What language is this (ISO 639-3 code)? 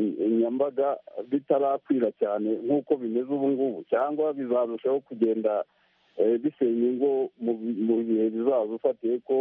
kin